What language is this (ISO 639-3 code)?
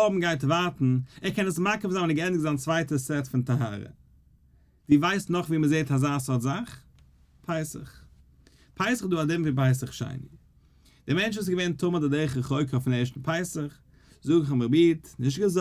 yid